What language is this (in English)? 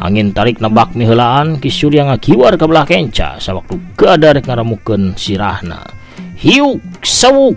Sundanese